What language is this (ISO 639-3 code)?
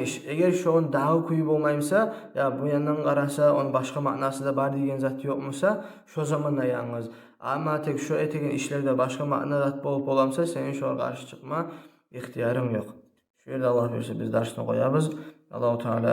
kum